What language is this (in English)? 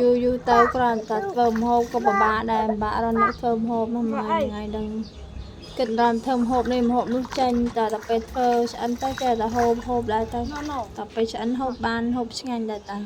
Khmer